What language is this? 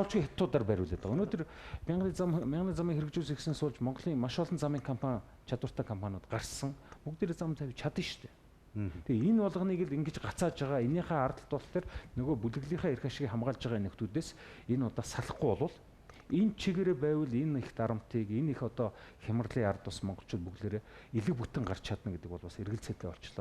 Mongolian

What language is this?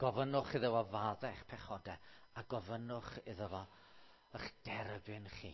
Welsh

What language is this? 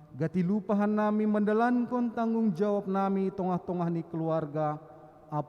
Batak Simalungun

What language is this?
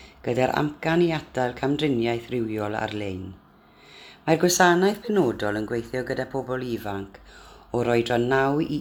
Welsh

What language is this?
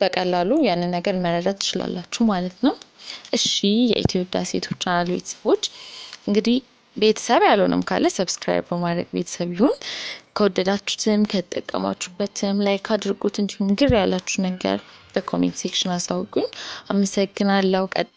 Amharic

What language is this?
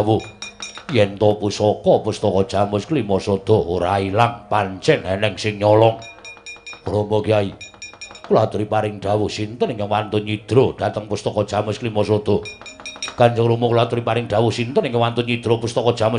Javanese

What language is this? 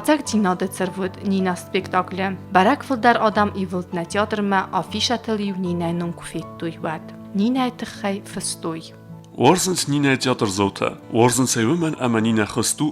Ossetic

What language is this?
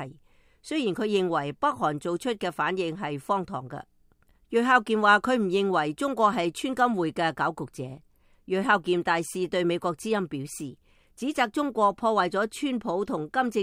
Cantonese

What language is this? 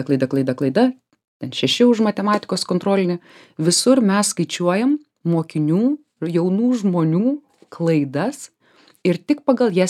Lithuanian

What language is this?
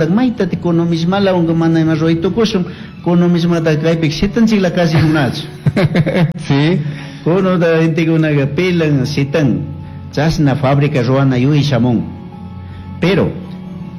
Chimborazo Highland Quichua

